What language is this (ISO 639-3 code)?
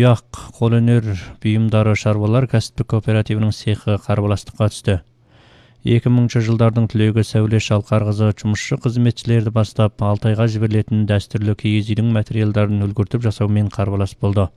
kaz